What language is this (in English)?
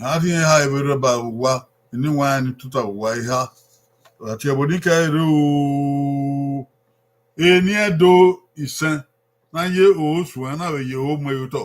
Bini